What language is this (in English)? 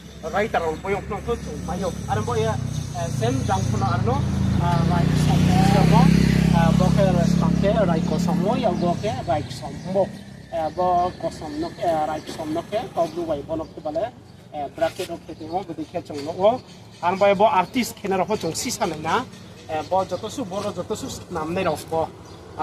Riang (India)